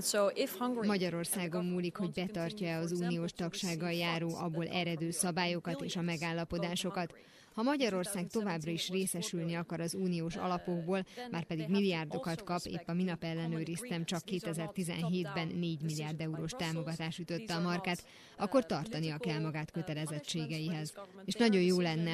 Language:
Hungarian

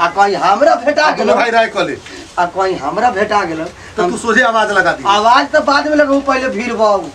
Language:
Bhojpuri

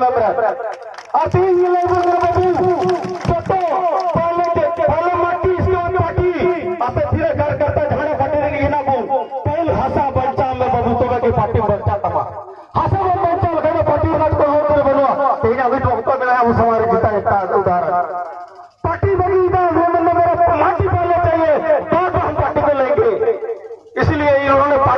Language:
Santali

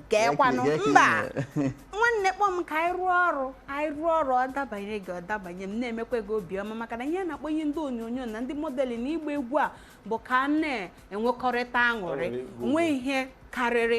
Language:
Igbo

